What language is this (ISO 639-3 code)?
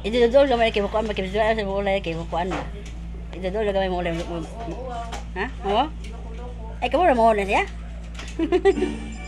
ceb